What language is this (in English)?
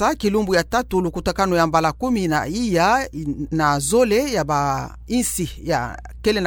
Kituba (Democratic Republic of Congo)